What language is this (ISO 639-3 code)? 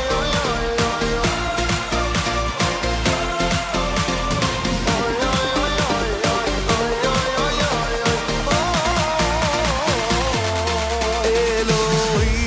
heb